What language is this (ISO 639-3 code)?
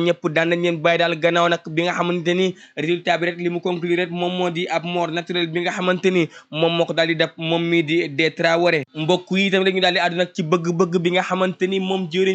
wol